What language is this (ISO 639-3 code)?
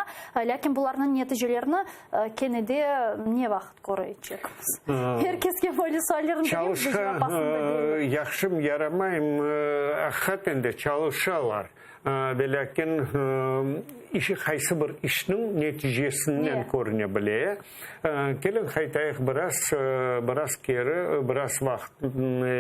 crh